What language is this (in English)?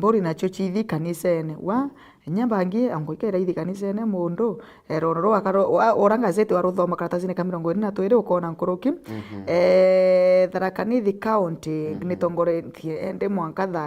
Meru